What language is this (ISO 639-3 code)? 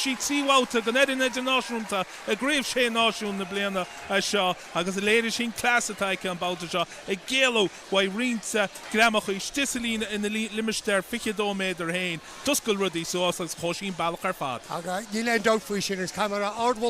gle